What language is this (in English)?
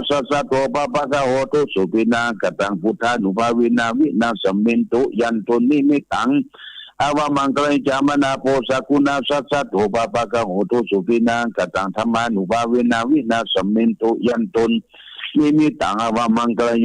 Pali